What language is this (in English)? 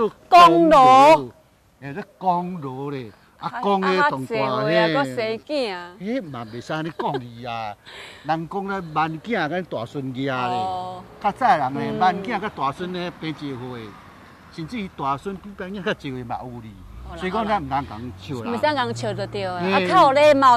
Min Nan Chinese